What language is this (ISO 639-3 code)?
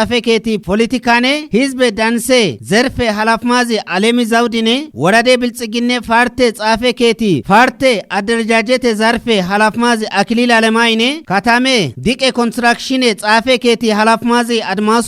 kbr